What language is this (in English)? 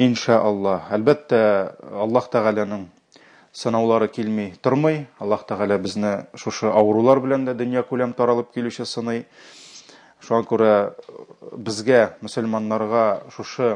Tatar